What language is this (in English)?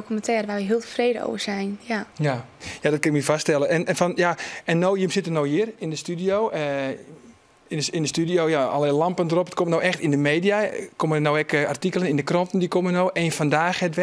Western Frisian